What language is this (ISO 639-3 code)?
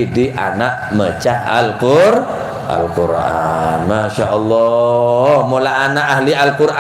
mad